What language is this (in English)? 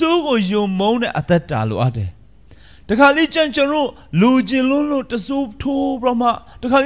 Burmese